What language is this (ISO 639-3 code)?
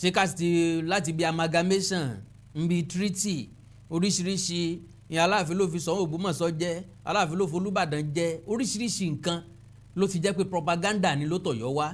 yor